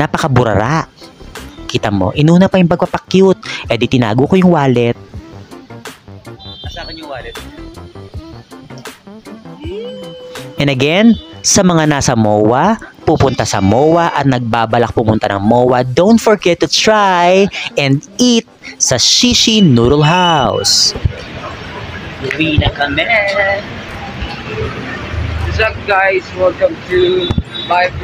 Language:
Filipino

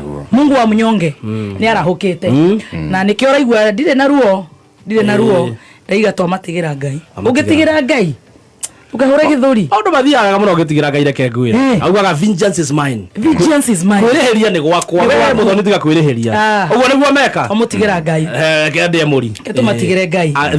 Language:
Kikuyu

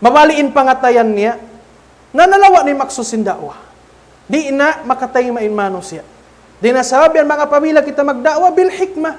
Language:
Tausug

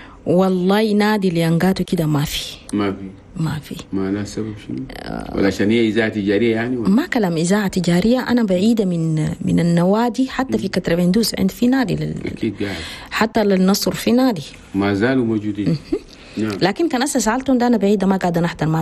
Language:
Chadian Arabic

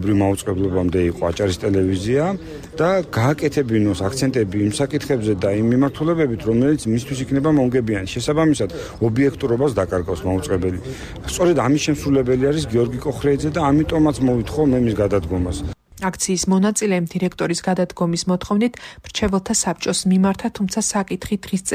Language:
Georgian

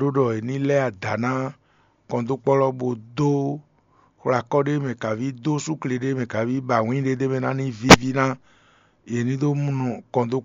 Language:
Fon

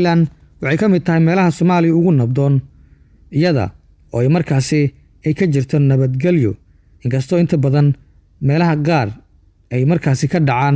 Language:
Somali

